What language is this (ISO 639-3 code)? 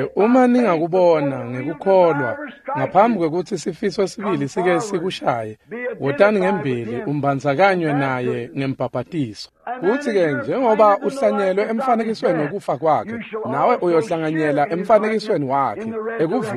ssw